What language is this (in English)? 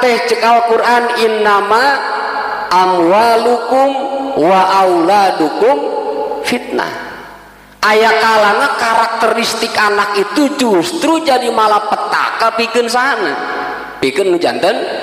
Sundanese